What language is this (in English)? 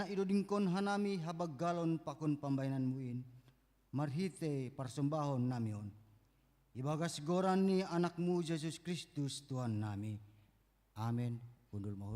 Batak Simalungun